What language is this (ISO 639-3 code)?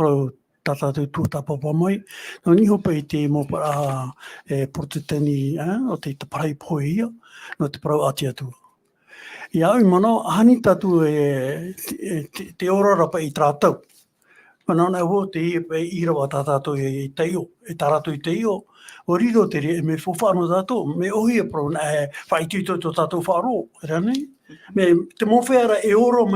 tah